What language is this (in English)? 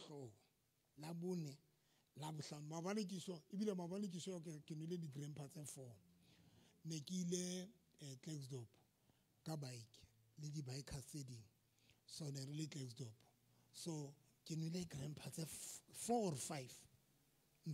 Southern Sotho